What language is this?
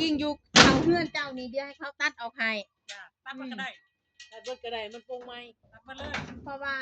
Northeastern Thai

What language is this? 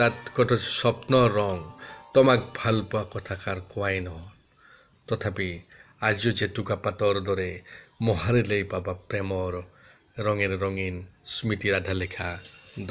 Assamese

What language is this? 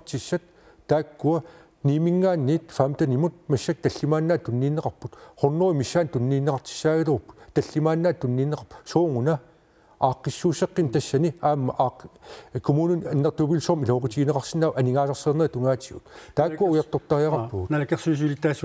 Kalaallisut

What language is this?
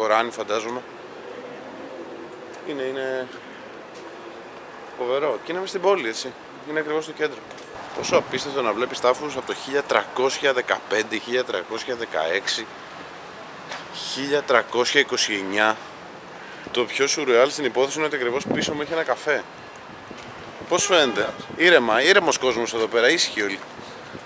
Greek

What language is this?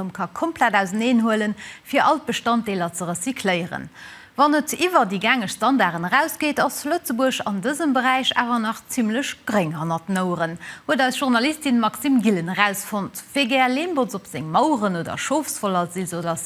Luxembourgish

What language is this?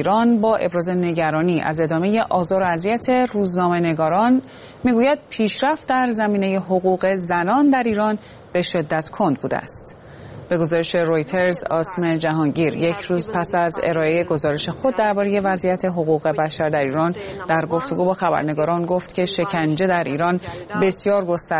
Persian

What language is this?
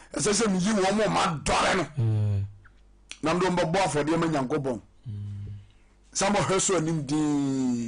Akan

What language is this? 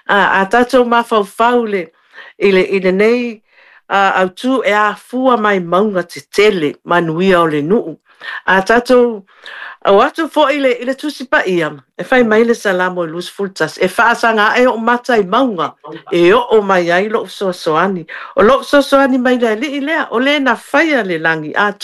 Samoan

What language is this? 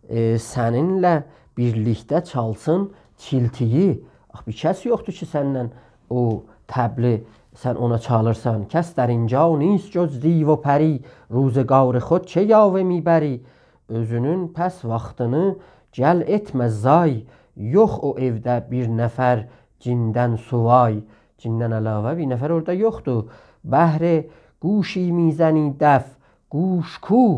South Azerbaijani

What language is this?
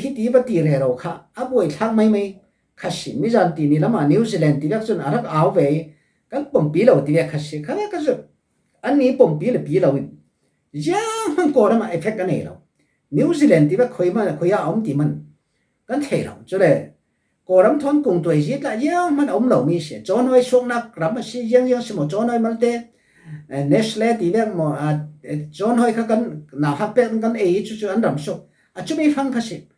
Falam Chin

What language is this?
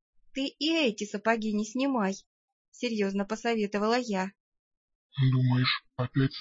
Russian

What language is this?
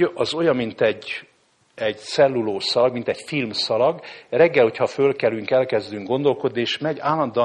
Hungarian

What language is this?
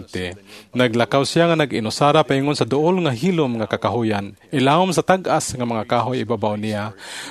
Cebuano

